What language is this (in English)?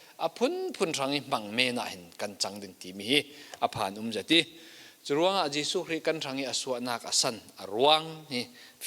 Falam Chin